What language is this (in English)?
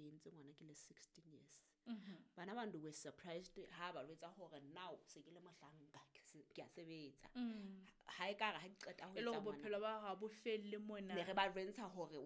Southern Sotho